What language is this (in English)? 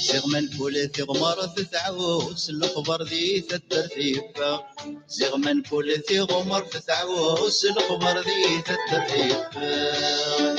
Kabyle